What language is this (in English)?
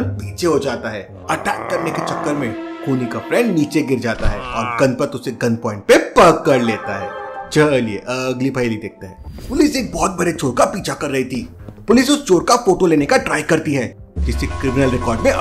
Hindi